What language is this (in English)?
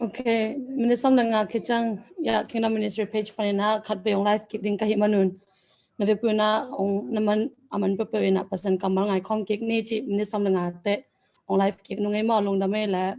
Tedim Chin